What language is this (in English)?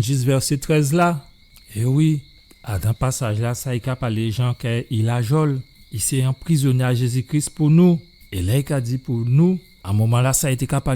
Guadeloupean Creole French